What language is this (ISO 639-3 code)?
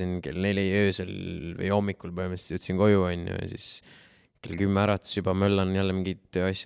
est